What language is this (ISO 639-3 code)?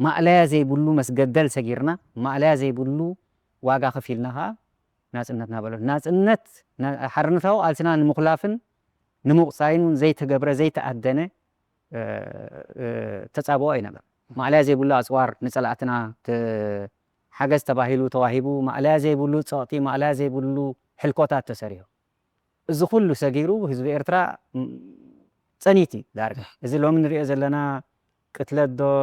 tir